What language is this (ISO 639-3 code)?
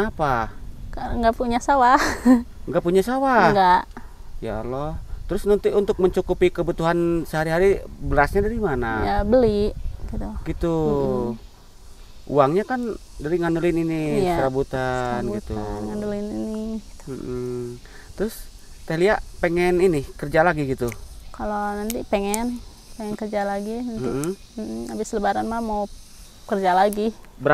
ind